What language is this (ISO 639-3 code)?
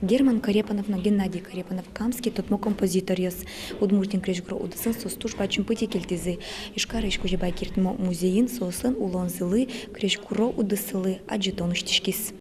udm